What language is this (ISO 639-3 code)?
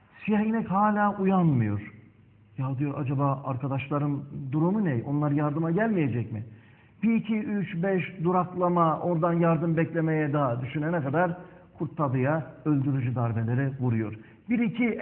tur